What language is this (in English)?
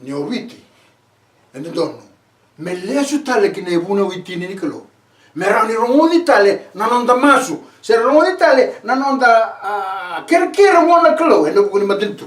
Fijian